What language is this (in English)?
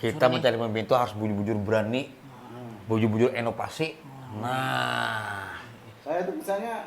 Banjar